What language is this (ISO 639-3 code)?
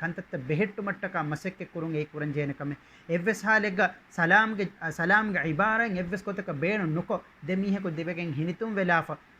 div